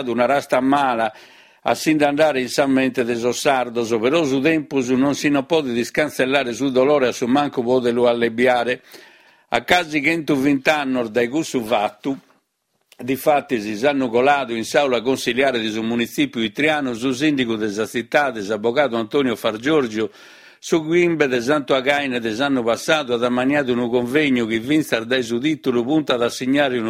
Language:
Sardinian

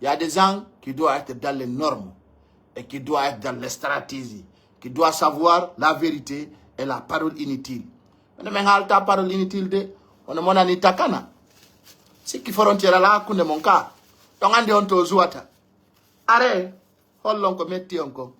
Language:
Pular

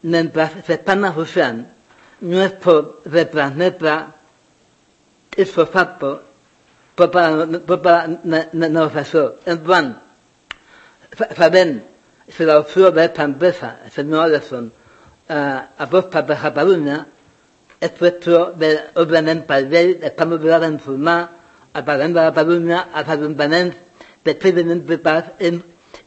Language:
Catalan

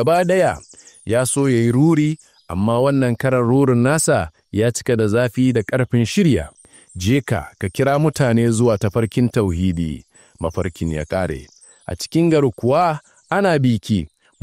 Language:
Hausa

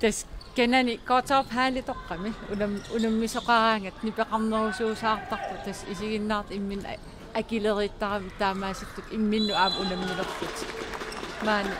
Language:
Kalaallisut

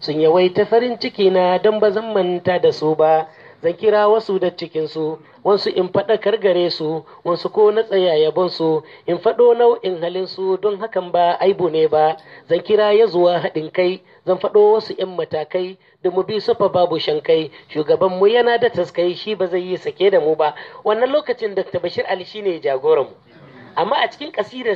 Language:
Hausa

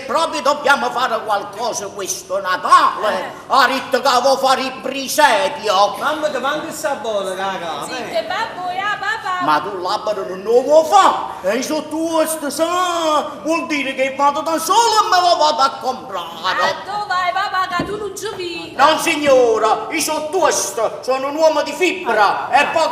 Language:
Neapolitan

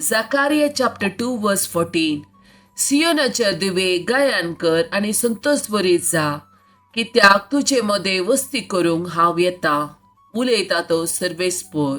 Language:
Konkani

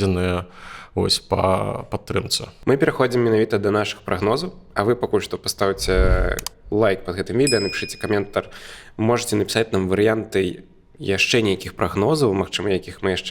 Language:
Belarusian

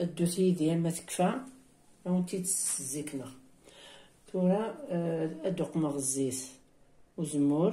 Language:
Kabyle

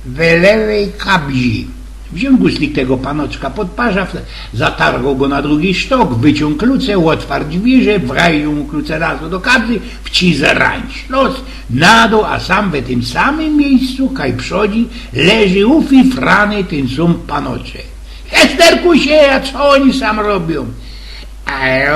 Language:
Silesian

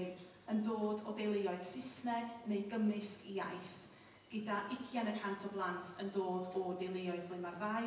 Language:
Welsh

